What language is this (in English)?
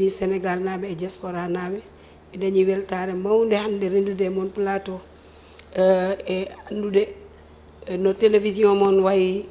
Fula